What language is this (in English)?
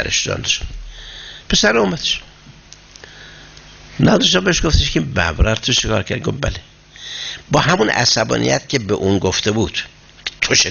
Persian